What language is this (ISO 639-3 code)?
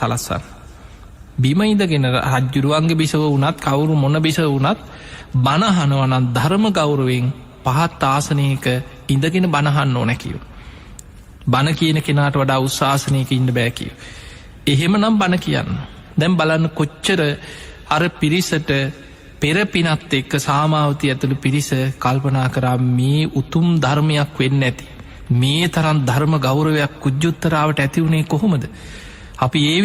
sin